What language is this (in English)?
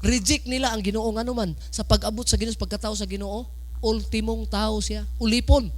Cebuano